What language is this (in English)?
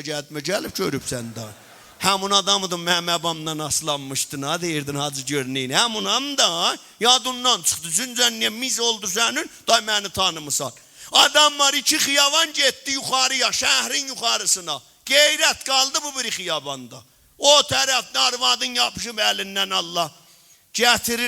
South Azerbaijani